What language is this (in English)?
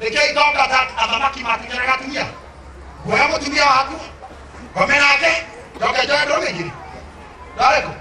Kikuyu